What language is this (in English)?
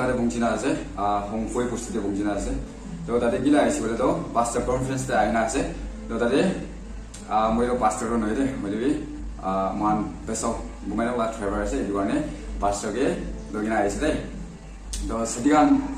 Naga Pidgin